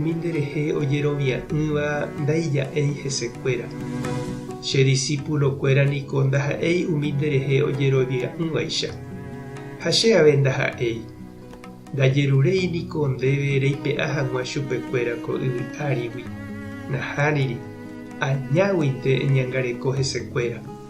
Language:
Guarani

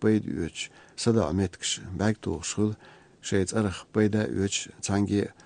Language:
Chechen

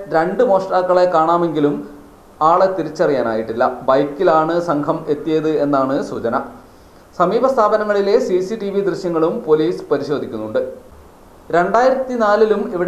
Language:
Malayalam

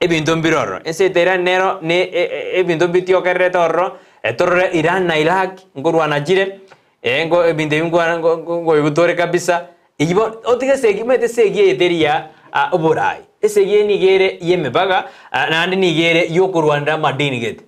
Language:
Gusii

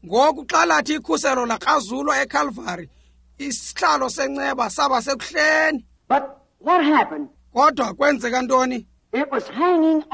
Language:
Xhosa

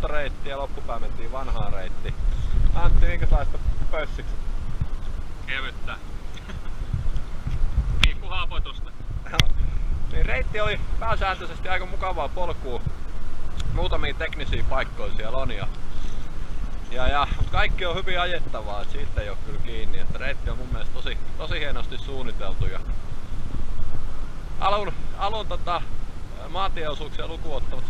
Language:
Finnish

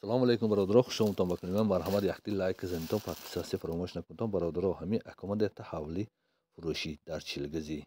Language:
Tajik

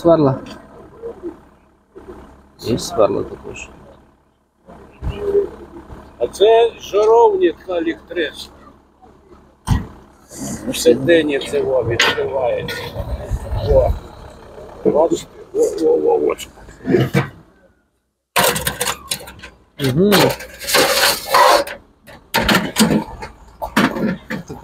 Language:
Ukrainian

